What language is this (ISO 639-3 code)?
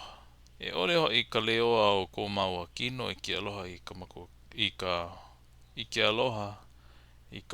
haw